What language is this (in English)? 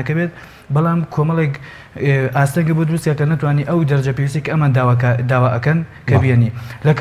Central Kurdish